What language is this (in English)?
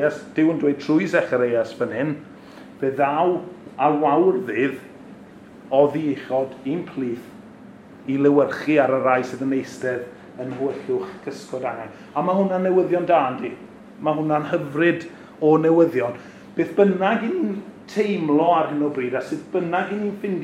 Welsh